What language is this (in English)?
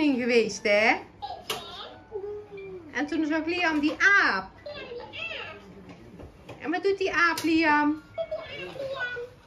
Dutch